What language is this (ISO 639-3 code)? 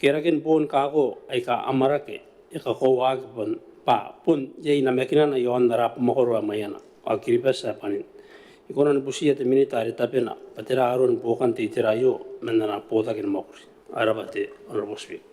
gil